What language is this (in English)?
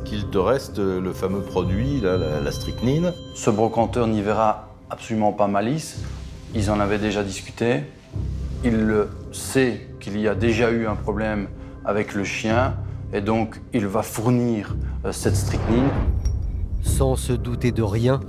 French